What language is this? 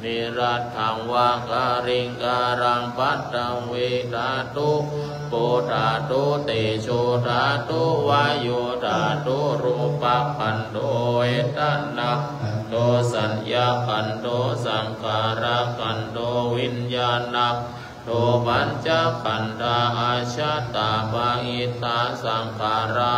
Pali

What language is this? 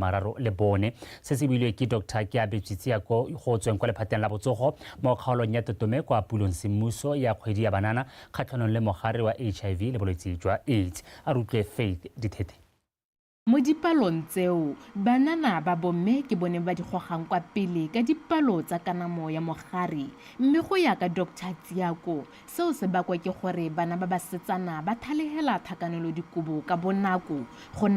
Tswana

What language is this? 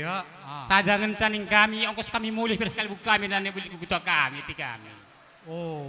Batak Karo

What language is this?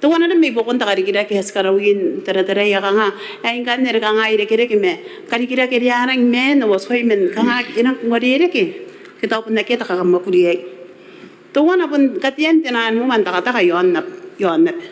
Gilbertese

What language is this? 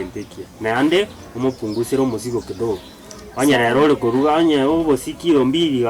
Gusii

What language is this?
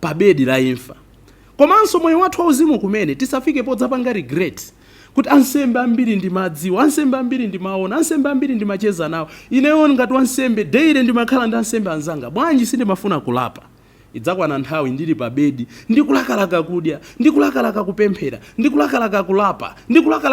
Nyanja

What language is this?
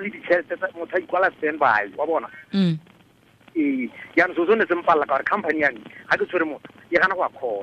Tswana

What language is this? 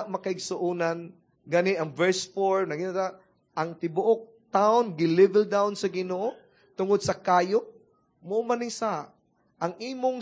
Cebuano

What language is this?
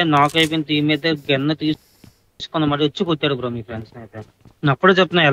Telugu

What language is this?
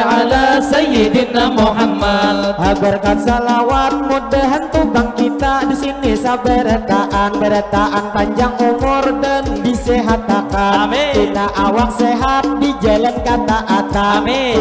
Banjar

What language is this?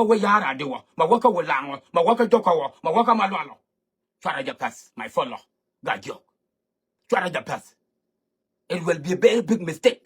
Nuer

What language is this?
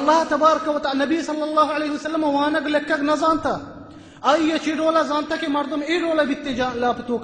Baluchi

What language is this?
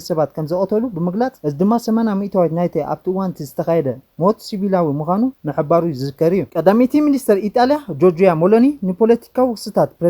Tigrinya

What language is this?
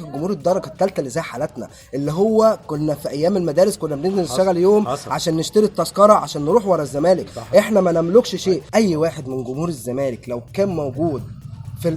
Egyptian Arabic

